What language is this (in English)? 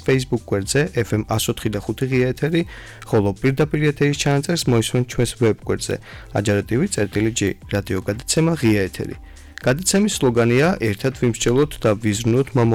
Georgian